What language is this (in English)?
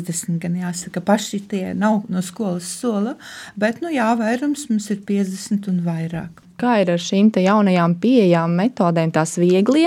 Latvian